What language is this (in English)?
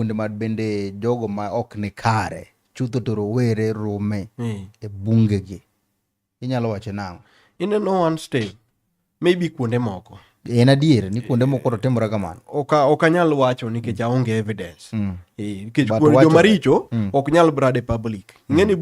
Luo (Kenya and Tanzania)